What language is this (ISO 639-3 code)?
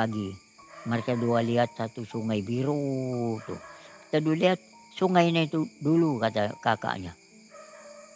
ind